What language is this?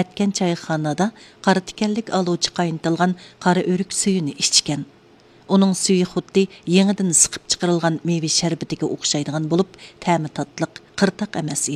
Uyghur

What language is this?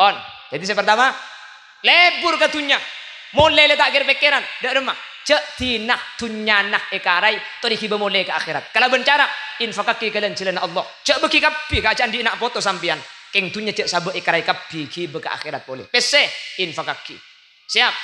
Madurese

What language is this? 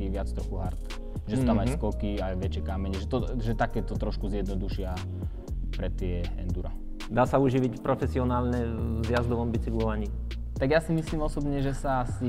Slovak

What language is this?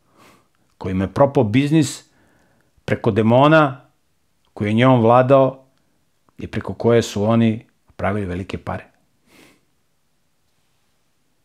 Serbian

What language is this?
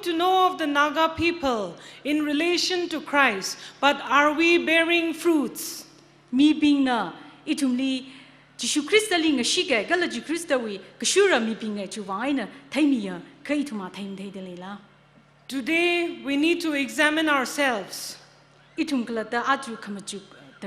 Tangkhul Naga (India)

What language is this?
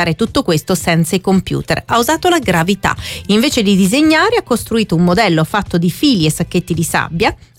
Italian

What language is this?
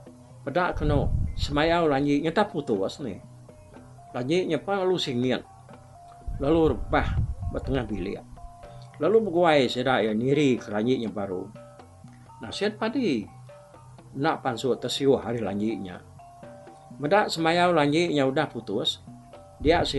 Iban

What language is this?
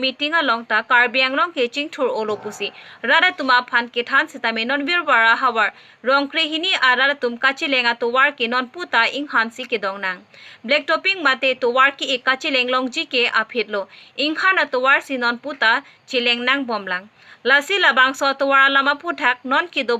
Karbi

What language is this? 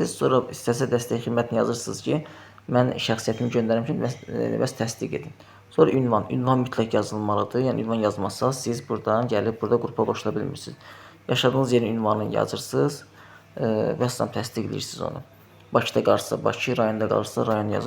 Azerbaijani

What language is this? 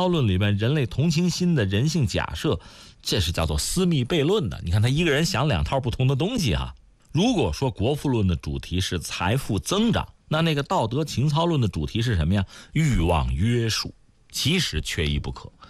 Chinese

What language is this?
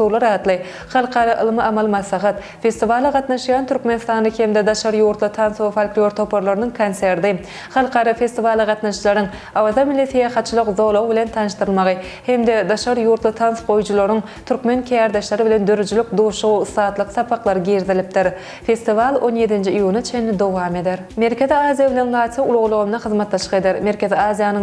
Turkmen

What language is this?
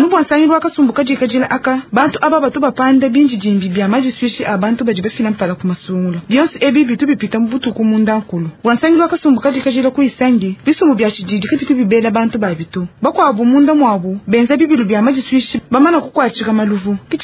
Luba-Lulua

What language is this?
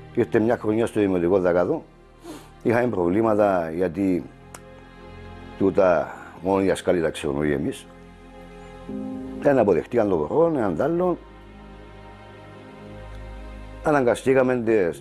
Greek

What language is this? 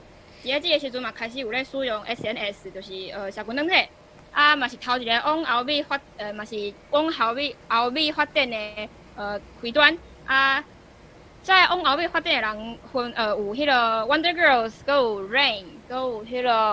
Min Nan Chinese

